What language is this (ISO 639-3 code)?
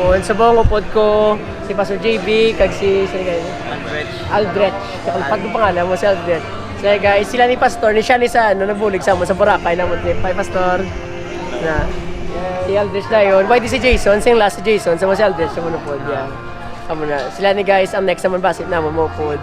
hil